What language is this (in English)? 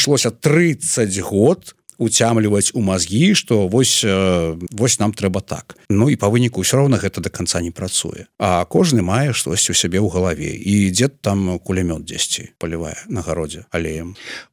Belarusian